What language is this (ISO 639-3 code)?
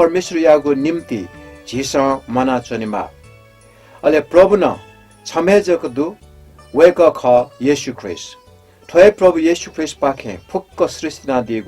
new